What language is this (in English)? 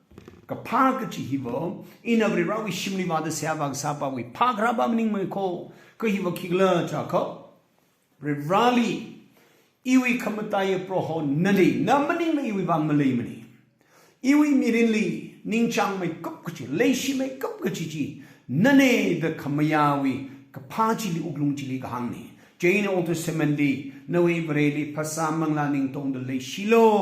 Tangkhul Naga (India)